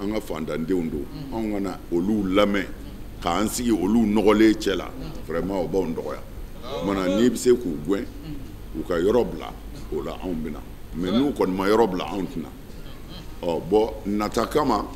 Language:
Bambara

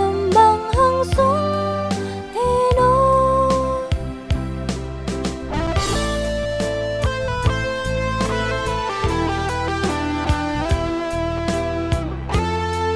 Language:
Vietnamese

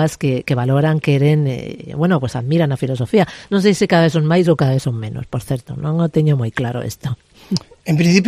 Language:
Galician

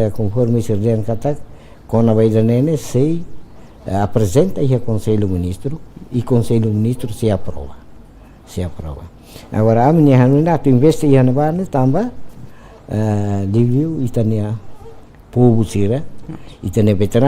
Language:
Tetum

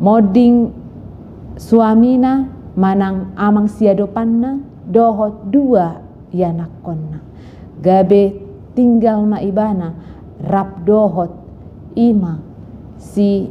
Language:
Batak Toba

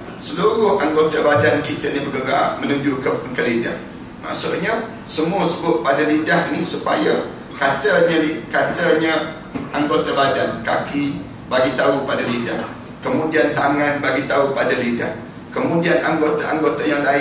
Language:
Malay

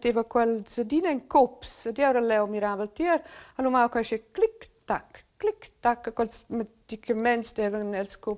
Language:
Romansh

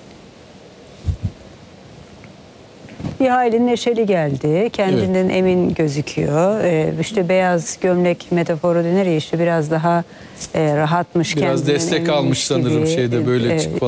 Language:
Turkish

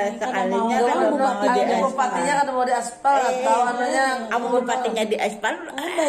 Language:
Banjar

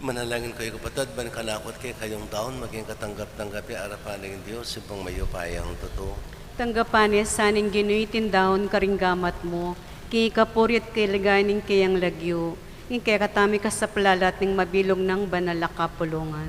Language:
Pampanga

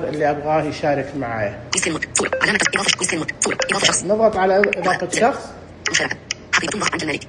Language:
Najdi Arabic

